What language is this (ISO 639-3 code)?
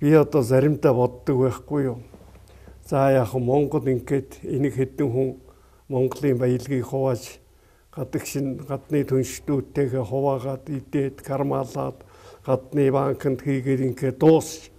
mon